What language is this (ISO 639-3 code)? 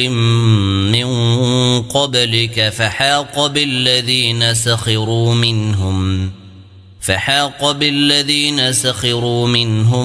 ara